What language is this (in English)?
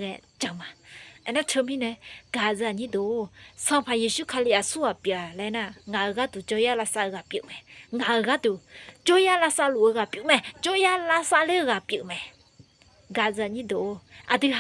Akha